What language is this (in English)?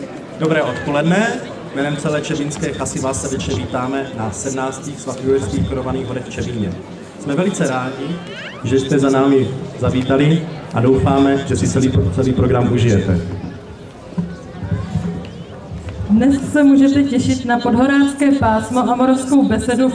Czech